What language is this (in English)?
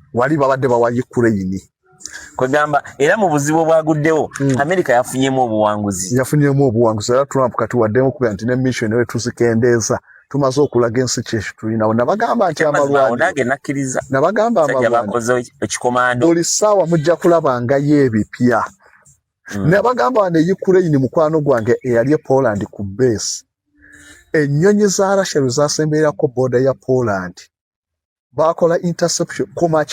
Ganda